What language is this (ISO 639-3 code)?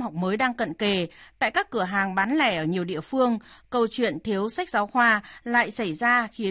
vie